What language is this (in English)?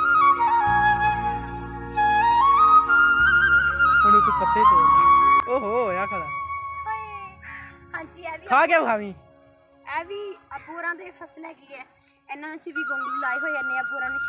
Punjabi